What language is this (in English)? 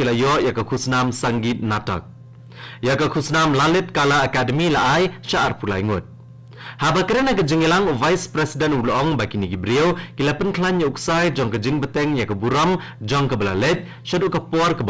Khasi